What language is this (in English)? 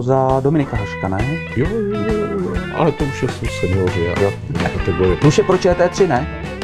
Czech